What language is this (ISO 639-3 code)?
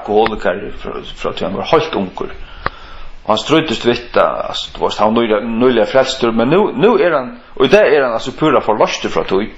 fao